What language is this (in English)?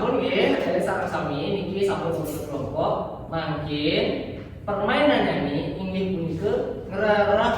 Balinese